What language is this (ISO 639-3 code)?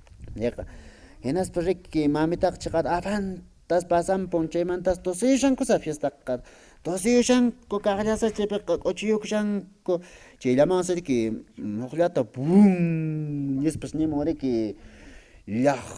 que